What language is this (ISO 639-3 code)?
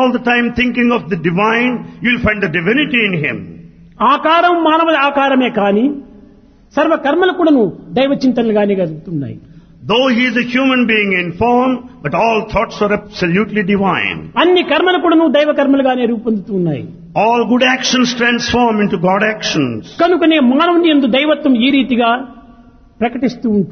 tel